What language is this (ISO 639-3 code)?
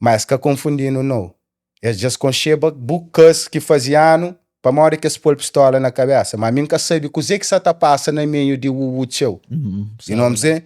kea